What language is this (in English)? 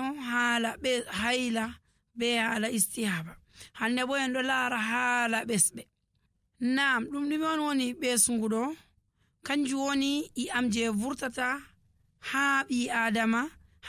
Nigerian Fulfulde